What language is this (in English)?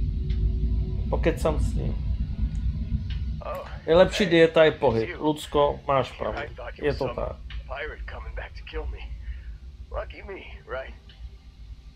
Czech